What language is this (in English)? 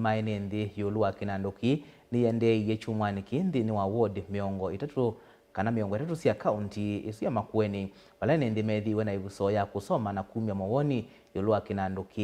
Kamba